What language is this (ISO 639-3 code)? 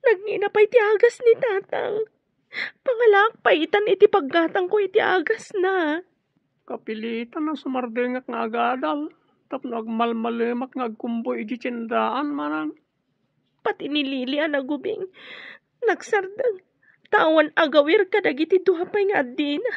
ilo